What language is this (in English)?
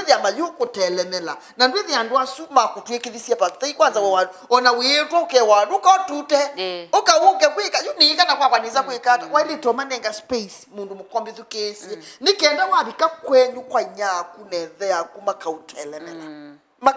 Kamba